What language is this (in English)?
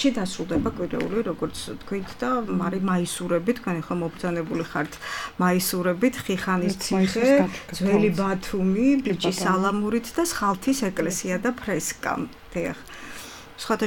Georgian